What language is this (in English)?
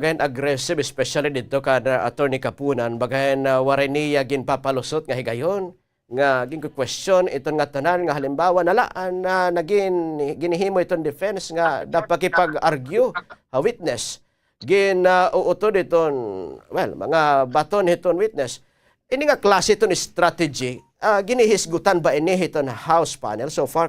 Waray